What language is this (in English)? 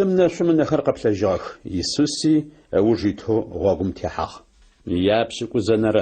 Adyghe